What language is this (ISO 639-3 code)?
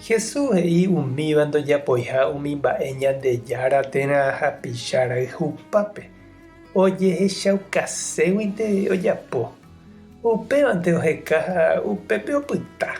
grn